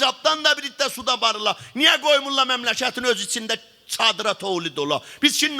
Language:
South Azerbaijani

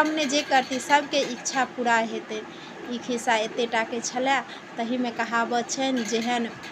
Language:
Maithili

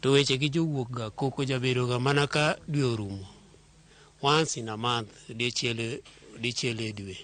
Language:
Luo (Kenya and Tanzania)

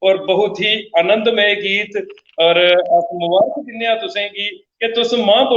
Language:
Dogri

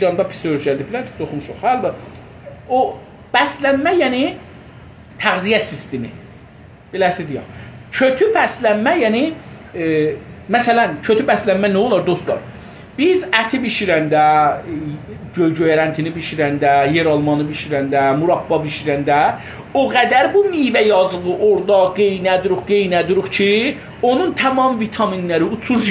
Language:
South Azerbaijani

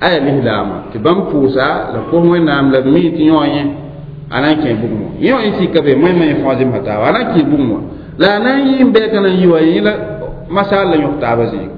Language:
Mossi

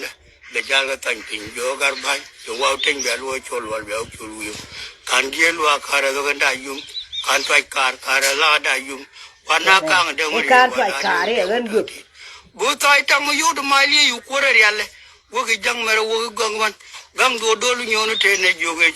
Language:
Nuer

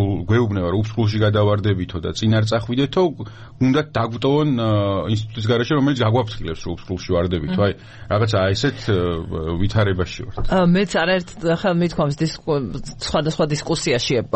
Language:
Georgian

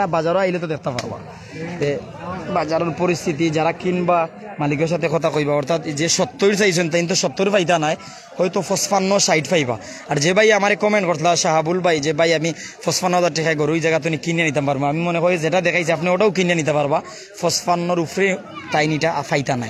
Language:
Sylheti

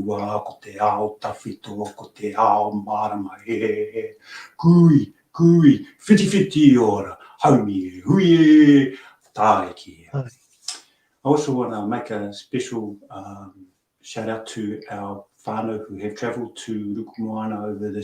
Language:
Māori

